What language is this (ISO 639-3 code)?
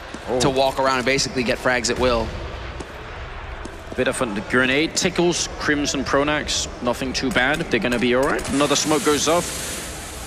eng